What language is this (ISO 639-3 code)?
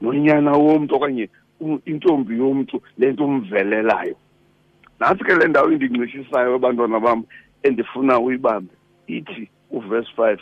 xho